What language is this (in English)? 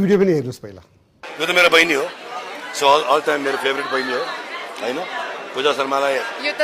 Nepali